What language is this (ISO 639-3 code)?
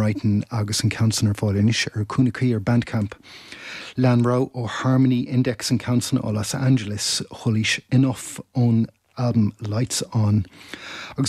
gle